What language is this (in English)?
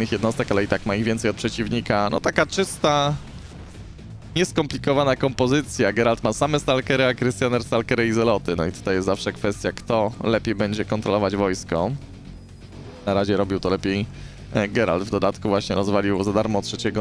Polish